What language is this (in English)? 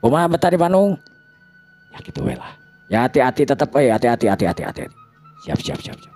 Sundanese